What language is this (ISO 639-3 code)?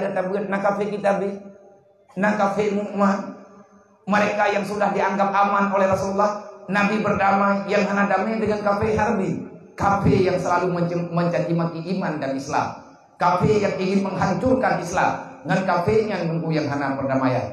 ace